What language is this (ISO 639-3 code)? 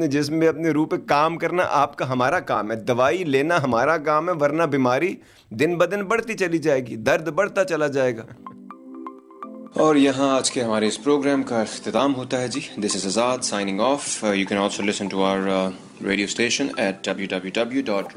urd